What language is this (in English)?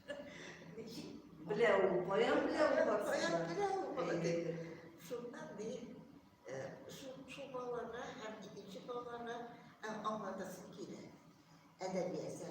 Tatar